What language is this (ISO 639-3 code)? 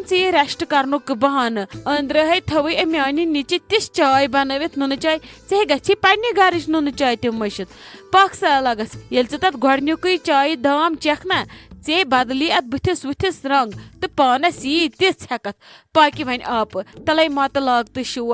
kas